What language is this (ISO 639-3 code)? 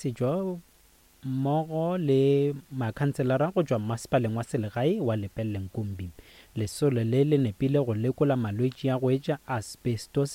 nso